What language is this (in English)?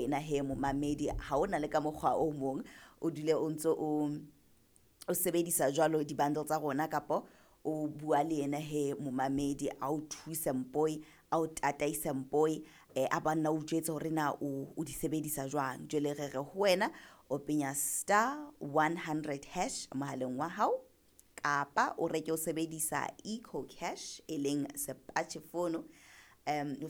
Southern Sotho